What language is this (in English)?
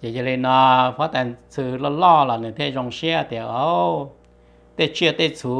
Hmong